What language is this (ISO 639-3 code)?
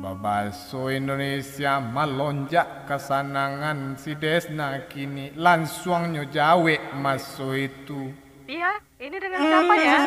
min